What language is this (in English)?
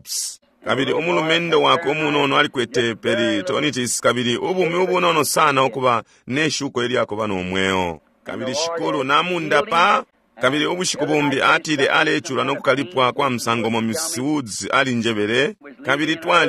Bemba